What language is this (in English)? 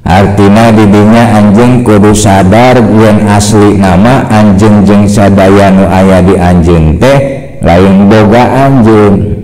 Sundanese